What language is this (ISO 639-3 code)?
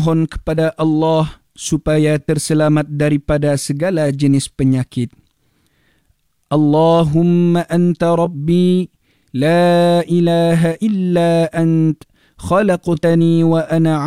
msa